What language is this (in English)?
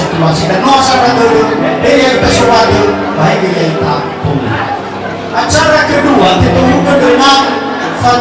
Nias